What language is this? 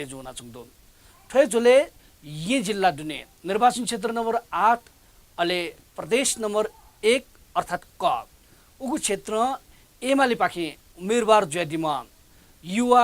Newari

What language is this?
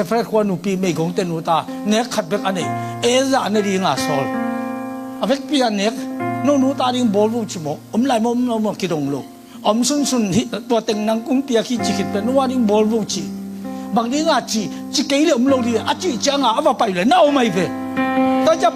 Tedim Chin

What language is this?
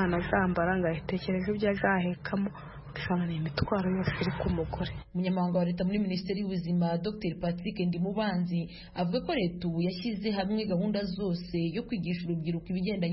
Kinyarwanda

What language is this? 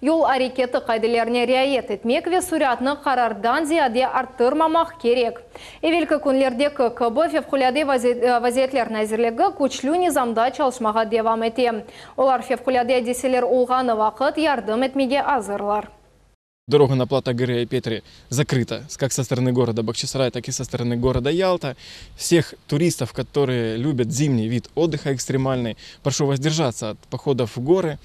Crimean Tatar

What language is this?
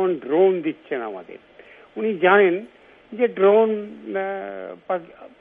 Bangla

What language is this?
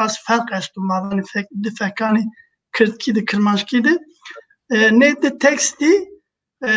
Zaza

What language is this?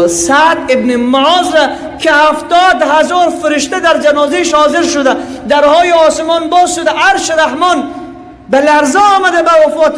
Persian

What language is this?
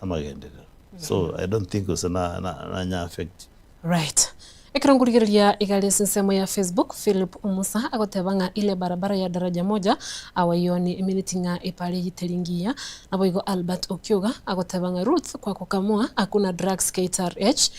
Gusii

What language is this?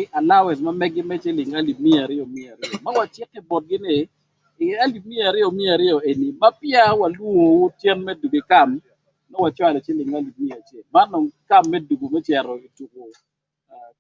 Acoli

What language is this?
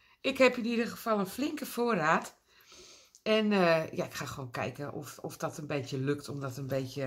Dutch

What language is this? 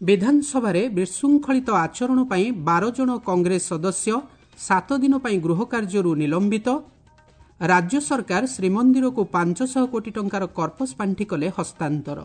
Odia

